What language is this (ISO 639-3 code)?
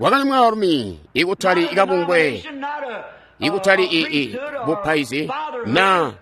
toi